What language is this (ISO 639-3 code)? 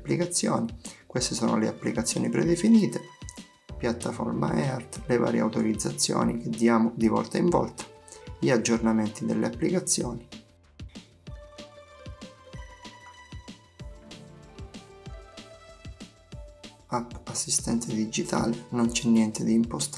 ita